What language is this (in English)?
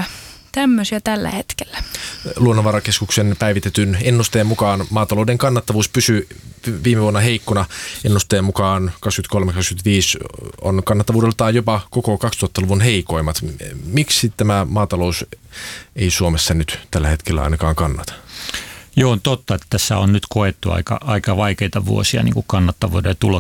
Finnish